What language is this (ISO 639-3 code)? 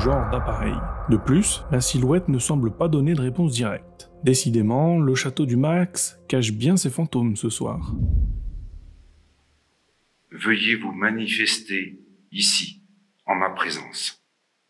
fra